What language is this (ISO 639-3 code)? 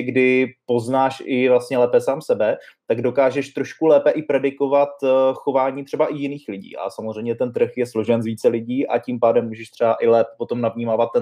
ces